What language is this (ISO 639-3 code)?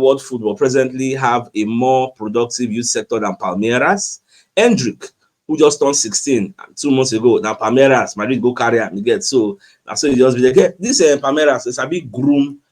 pcm